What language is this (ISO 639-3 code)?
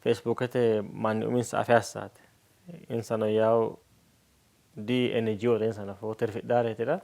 sid